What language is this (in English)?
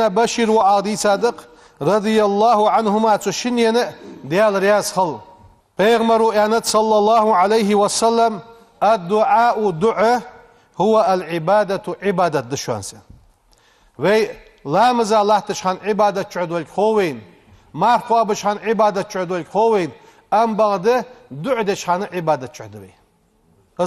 Ingush